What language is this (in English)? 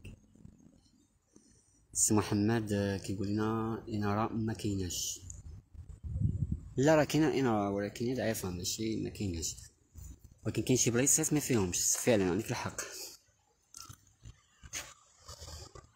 Moroccan Arabic